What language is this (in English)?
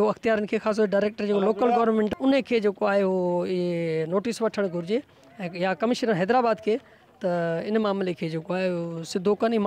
Sindhi